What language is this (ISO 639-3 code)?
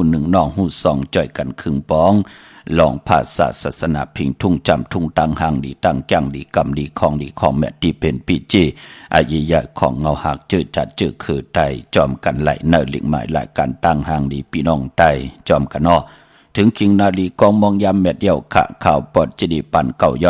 shn